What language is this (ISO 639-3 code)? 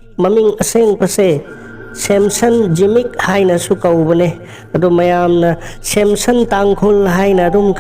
mni